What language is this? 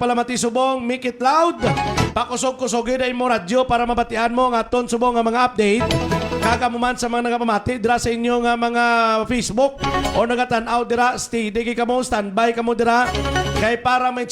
Hiligaynon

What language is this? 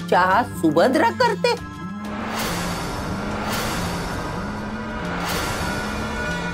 Marathi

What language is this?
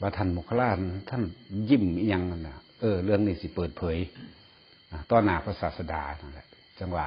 Northeastern Thai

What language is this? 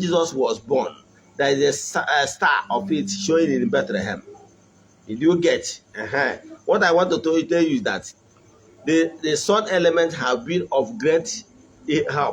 Igbo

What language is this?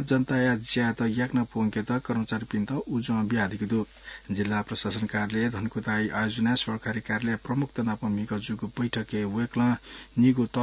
Newari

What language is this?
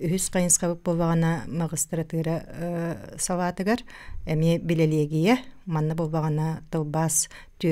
Yakut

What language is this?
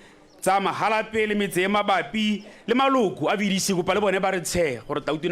Tswana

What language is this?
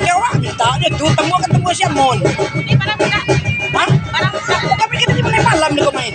Minangkabau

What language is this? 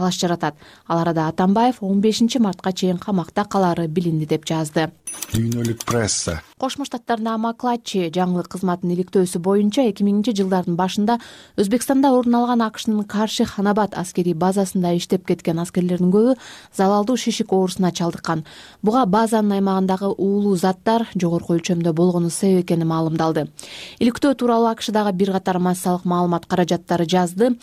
Kyrgyz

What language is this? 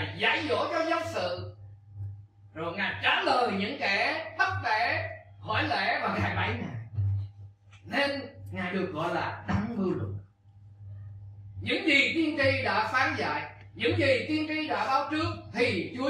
Vietnamese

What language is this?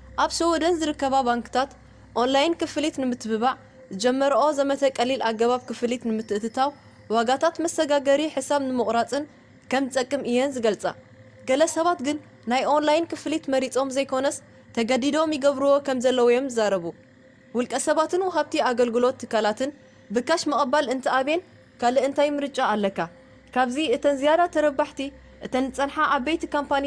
Tigrinya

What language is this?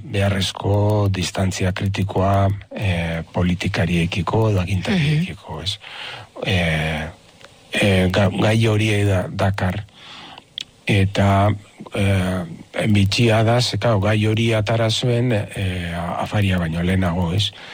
Basque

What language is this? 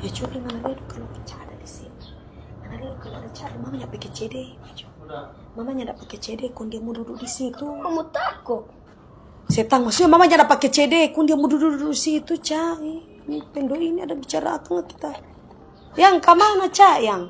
Manado Malay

